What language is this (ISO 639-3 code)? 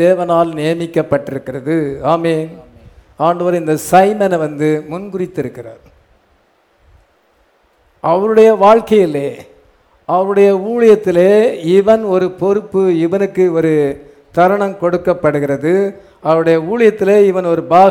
tam